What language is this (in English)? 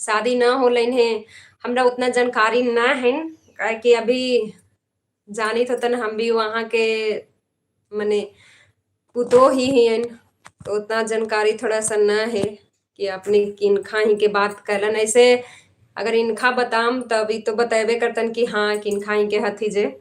Magahi